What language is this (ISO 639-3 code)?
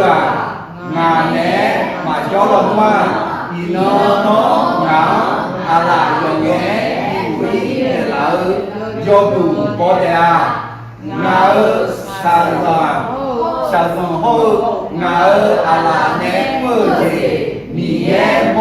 ahk